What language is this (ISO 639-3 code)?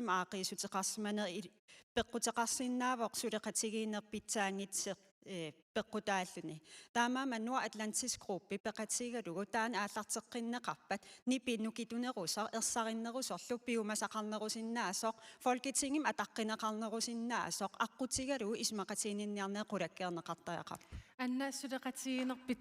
kal